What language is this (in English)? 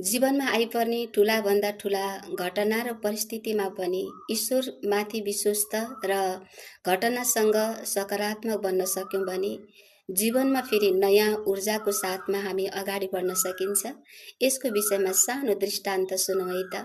Nepali